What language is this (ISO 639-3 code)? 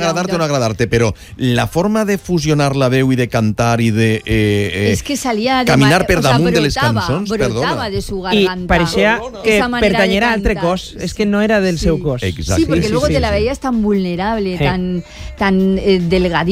cat